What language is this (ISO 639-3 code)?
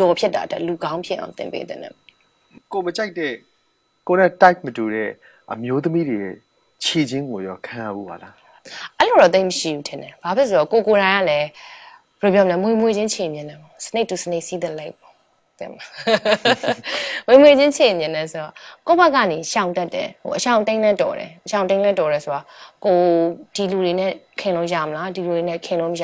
mya